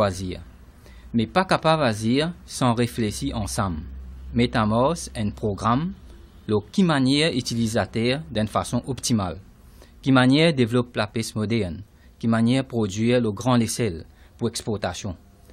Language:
Morisyen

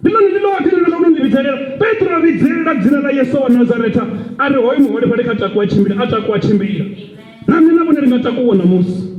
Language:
Venda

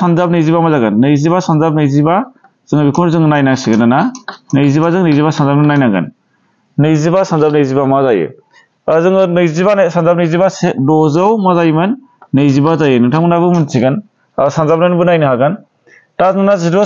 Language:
Bodo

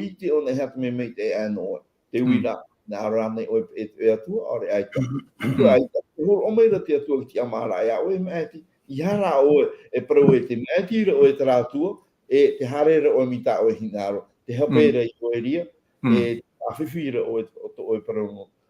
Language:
Tahitian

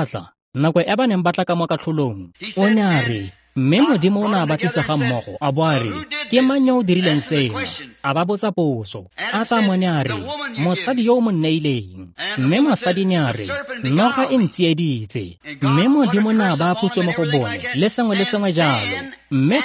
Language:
Tswana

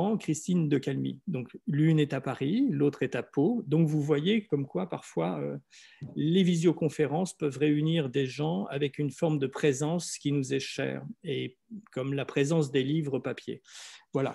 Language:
French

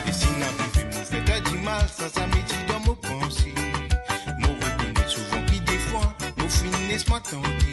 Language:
Morisyen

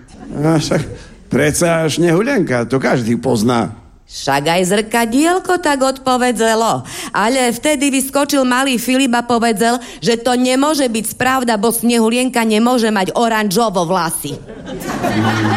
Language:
Slovak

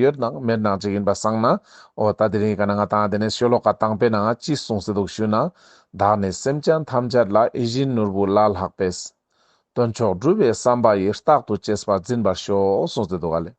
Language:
Ladakhi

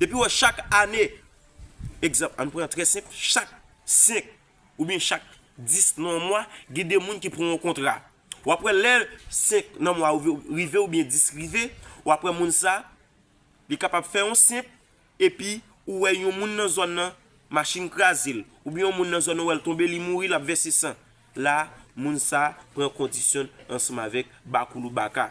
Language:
Haitian Creole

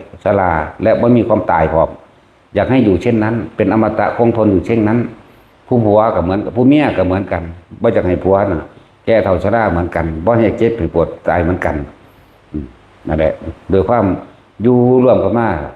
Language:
Northeastern Thai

